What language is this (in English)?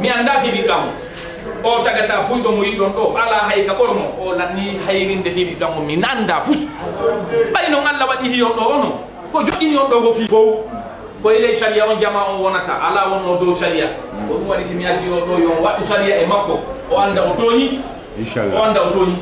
Fula